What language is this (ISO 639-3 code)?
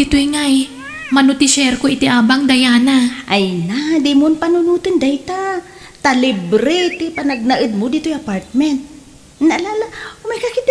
ilo